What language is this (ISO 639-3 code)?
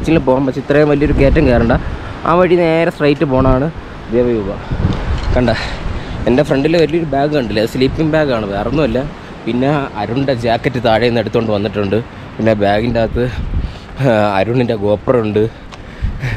mal